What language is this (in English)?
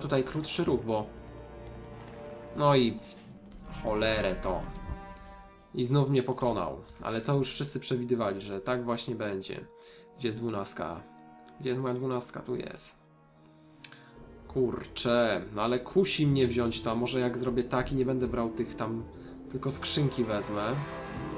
Polish